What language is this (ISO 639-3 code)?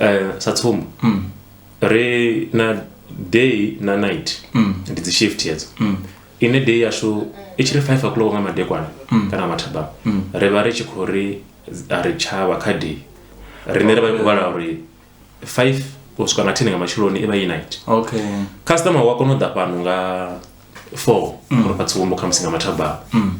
ven